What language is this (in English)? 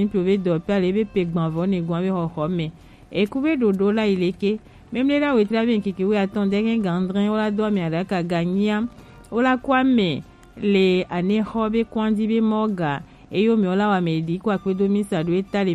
Gen